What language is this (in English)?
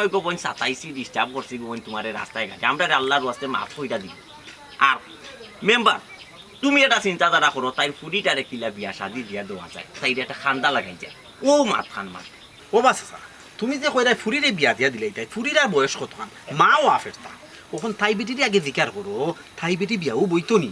Sylheti